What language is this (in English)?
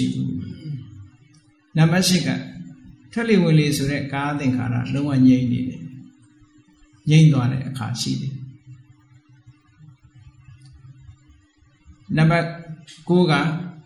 Burmese